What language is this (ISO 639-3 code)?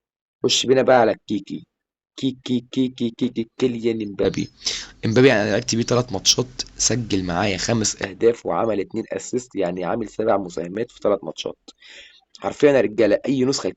arz